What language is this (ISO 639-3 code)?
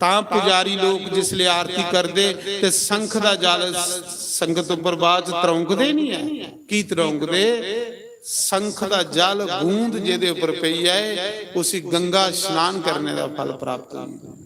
doi